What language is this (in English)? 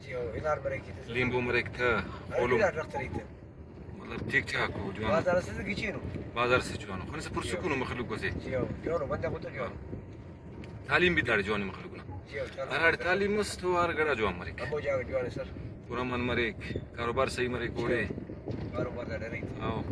Brahui